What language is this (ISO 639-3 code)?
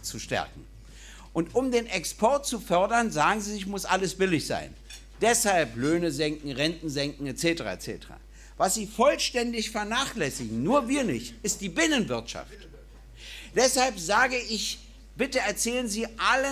deu